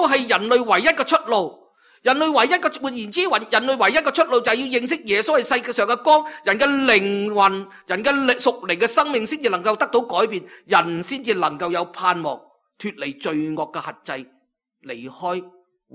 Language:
Cantonese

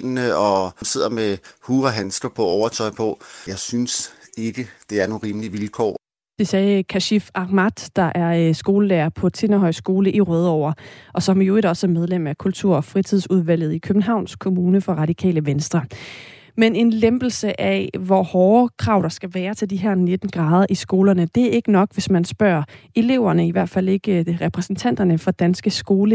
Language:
Danish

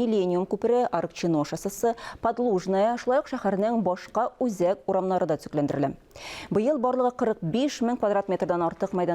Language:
Tatar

